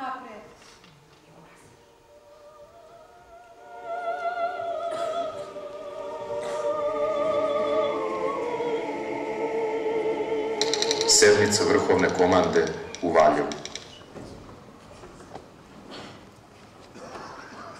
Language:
Serbian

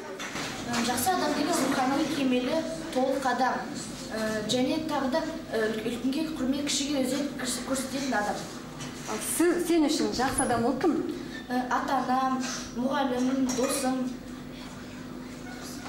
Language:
Kazakh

